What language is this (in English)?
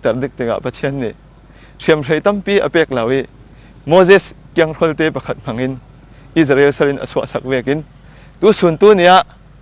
Falam Chin